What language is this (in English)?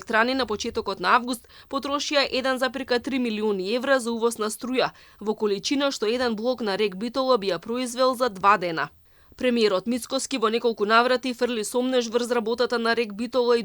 Macedonian